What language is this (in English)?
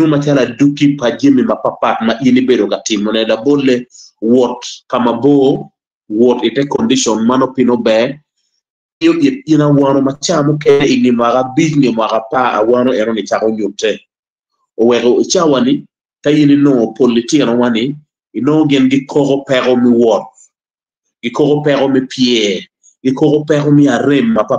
Acoli